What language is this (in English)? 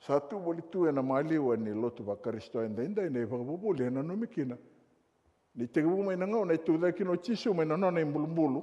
Fijian